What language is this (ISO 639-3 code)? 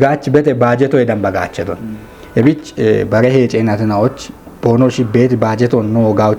kbr